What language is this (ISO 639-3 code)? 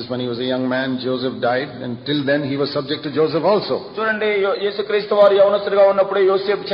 tel